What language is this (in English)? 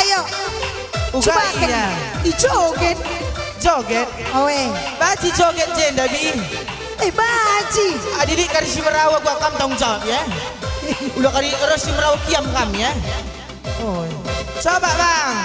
Batak Karo